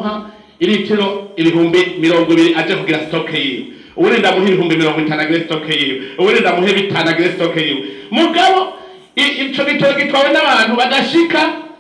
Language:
Rundi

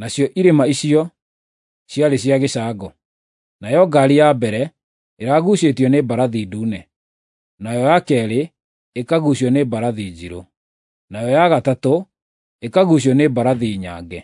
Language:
Kikuyu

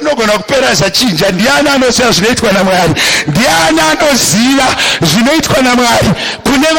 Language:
Shona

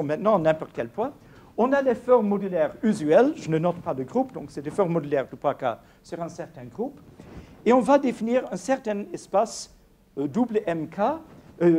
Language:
French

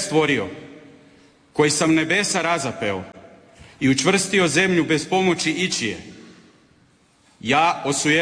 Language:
Croatian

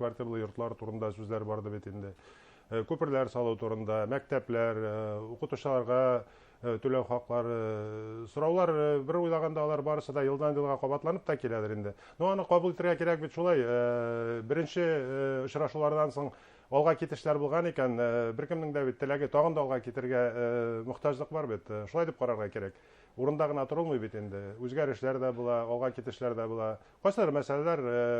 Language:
Bashkir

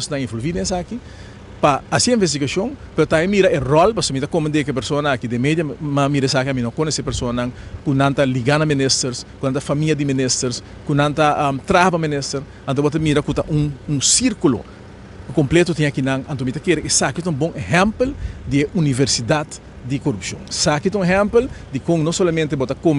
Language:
Papiamento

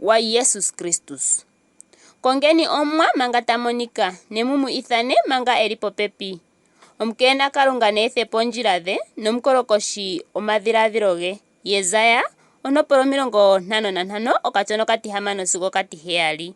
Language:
Ndonga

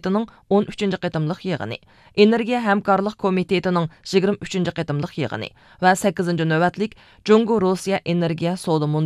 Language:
Uyghur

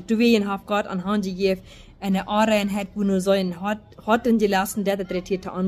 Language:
Plautdietsch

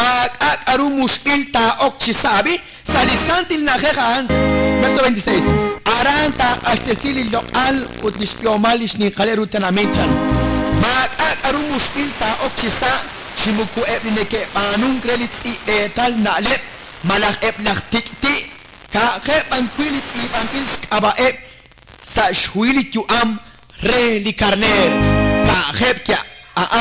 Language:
Kekchí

